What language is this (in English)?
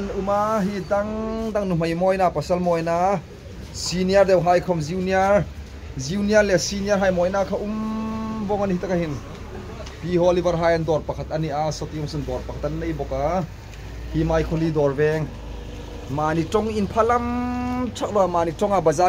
Hmar